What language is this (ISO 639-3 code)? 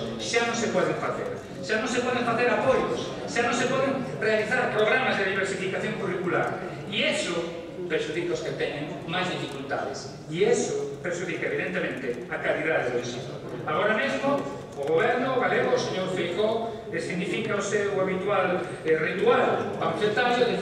glg